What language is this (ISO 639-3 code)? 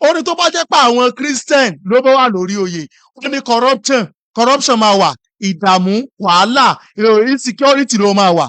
yor